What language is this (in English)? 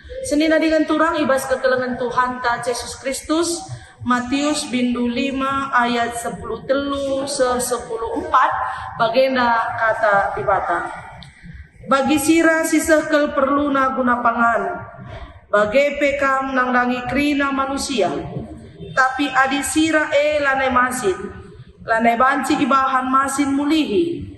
Batak Karo